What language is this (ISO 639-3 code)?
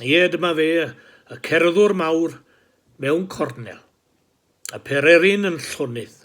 cym